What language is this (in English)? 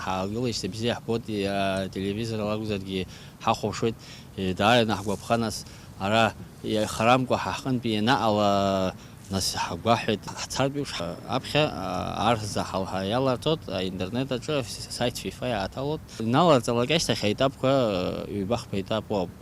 Abkhazian